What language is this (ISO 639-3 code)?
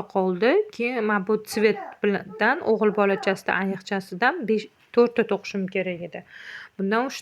uzb